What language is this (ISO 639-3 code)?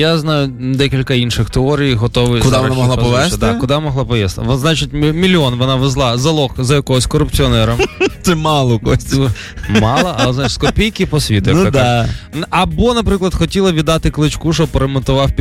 ukr